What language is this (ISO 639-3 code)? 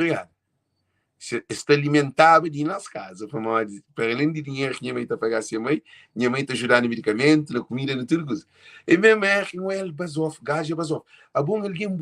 kea